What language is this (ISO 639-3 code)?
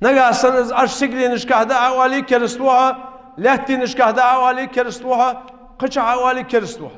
inh